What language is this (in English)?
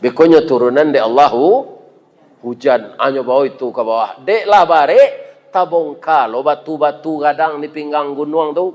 Minangkabau